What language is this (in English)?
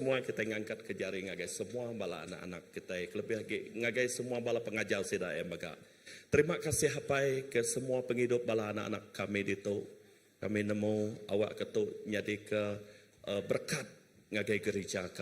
Iban